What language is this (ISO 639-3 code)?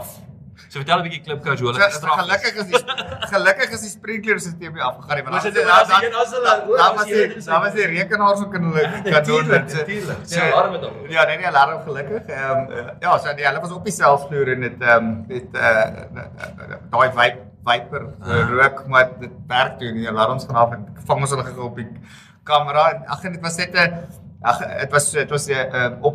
afr